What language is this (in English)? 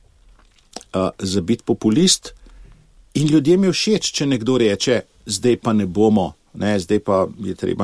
Slovenian